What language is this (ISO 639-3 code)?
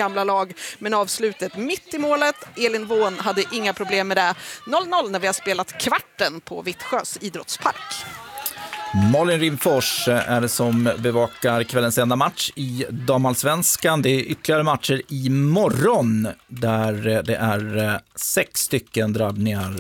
swe